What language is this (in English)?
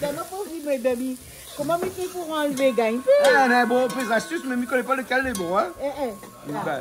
Réunion Creole French